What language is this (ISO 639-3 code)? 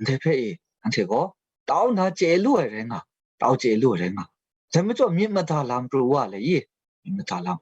kac